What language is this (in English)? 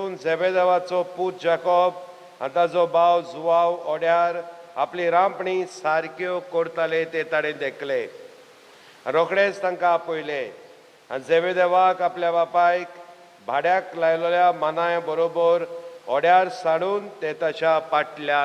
Konkani